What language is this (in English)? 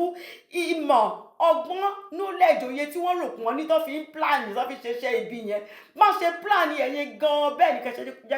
Yoruba